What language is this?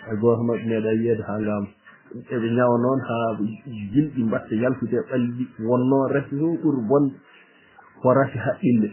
Fula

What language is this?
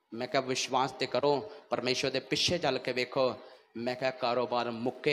Punjabi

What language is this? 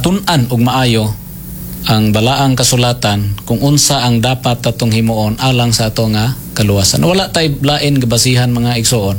Cebuano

